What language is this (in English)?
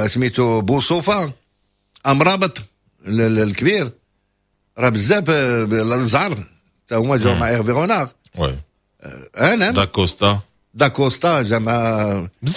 Moroccan Arabic